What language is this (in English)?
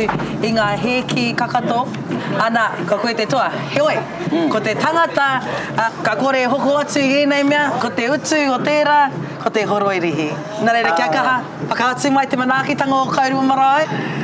Māori